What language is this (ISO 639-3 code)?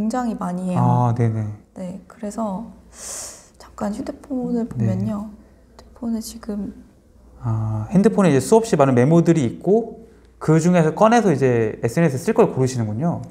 kor